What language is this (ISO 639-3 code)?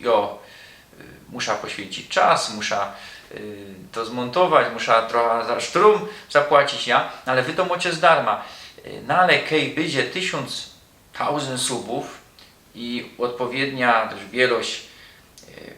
szl